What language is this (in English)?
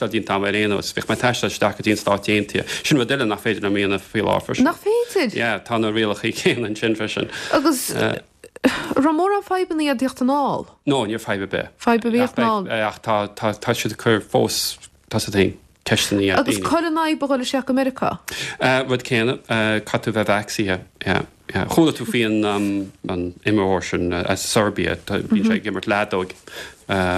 Irish